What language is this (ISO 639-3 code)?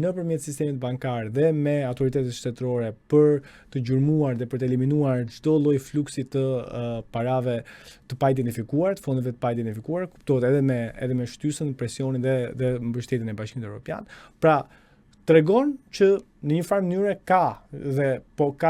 sqi